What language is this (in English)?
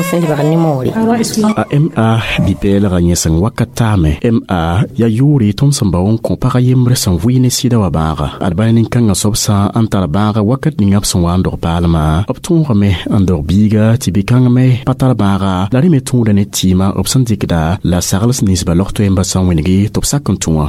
Mossi